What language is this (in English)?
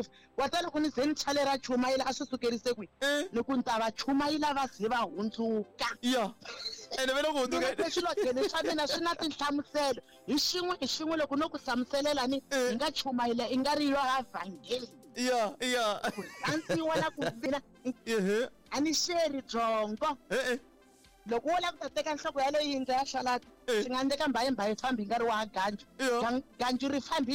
Tsonga